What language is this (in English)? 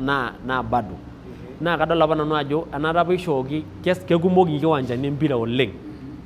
Masai